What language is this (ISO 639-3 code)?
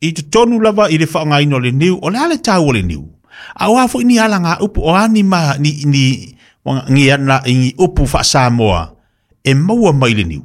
smo